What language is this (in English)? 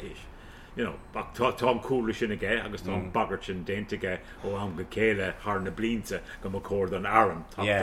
Irish